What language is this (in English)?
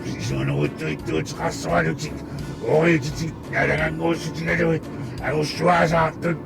Kalaallisut